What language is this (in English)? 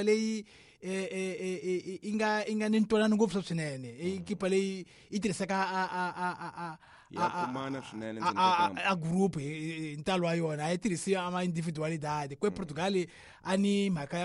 Tsonga